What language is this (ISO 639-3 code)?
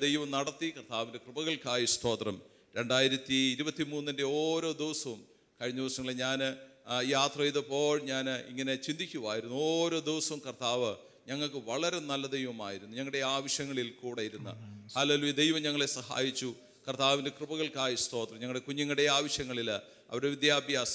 mal